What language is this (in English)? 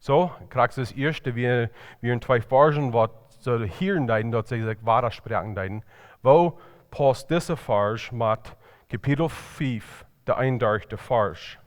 Plautdietsch